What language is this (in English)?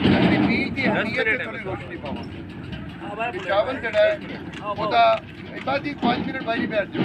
Saraiki